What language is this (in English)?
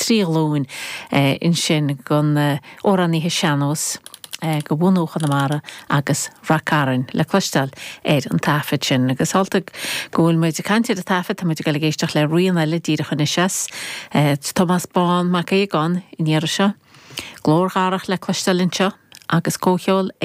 Irish